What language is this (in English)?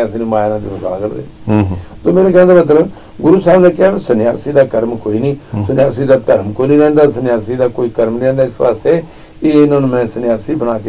Punjabi